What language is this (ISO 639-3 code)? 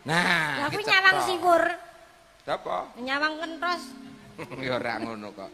jav